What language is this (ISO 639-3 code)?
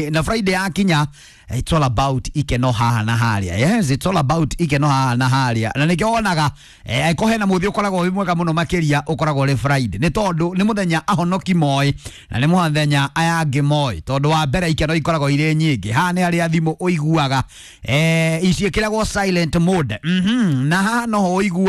kik